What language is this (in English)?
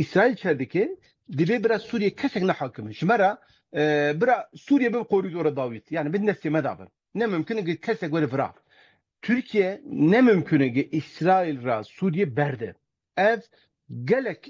Kurdish